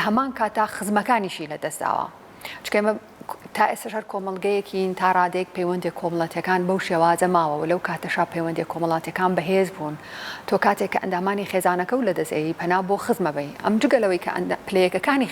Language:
Central Kurdish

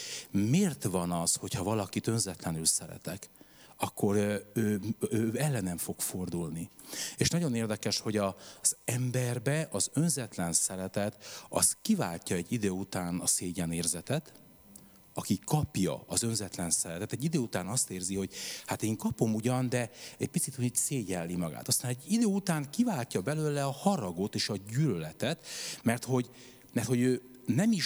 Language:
Hungarian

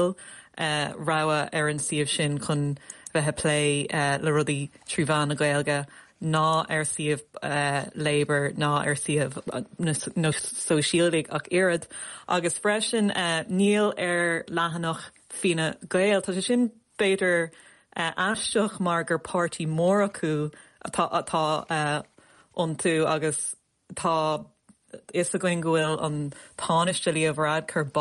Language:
Irish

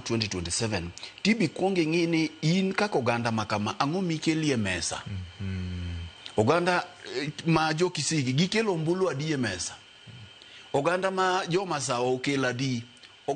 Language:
Luo (Kenya and Tanzania)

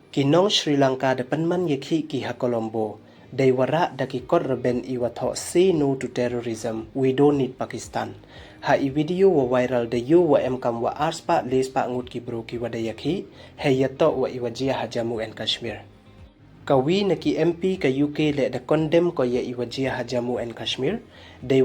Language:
Pnar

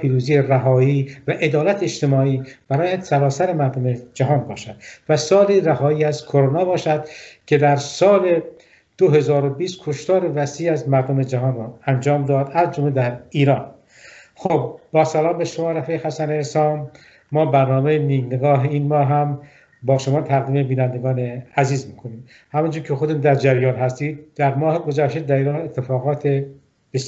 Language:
Persian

